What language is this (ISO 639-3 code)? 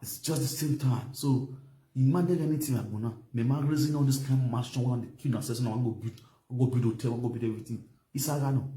pcm